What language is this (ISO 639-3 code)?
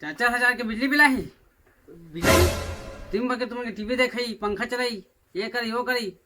hne